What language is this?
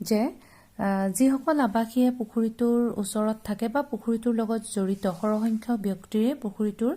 Assamese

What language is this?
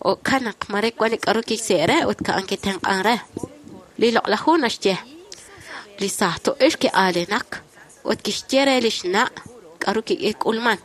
Kekchí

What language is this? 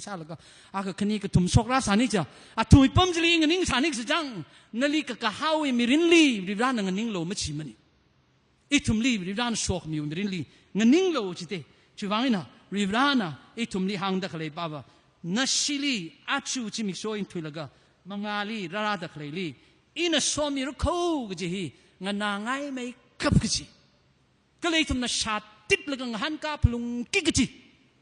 Tangkhul Naga (India)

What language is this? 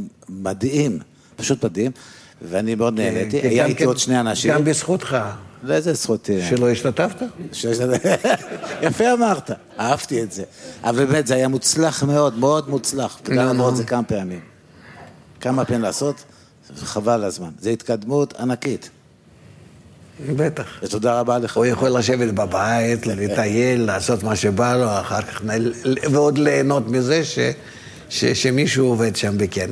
Hebrew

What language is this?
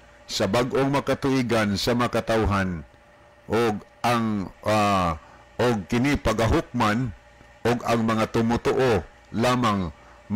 Cebuano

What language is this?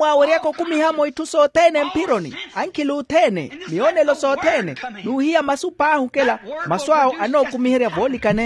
Makhuwa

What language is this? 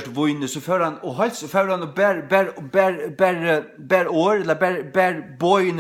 Faroese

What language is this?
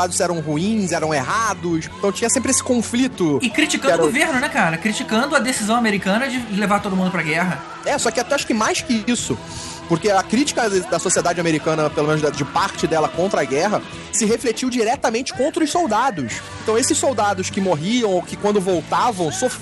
Portuguese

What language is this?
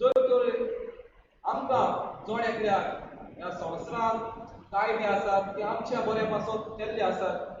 Konkani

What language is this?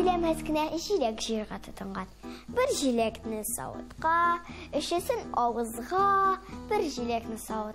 Tatar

